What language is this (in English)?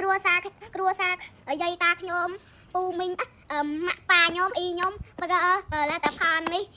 Khmer